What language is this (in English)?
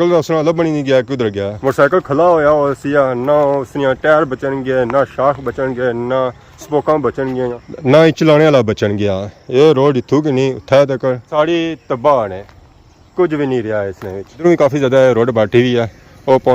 Pahari-Potwari